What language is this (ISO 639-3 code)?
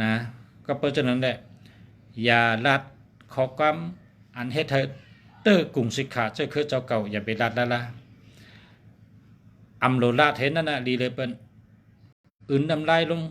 shn